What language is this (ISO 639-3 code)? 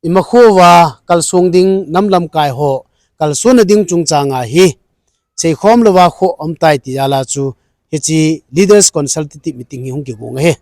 tcz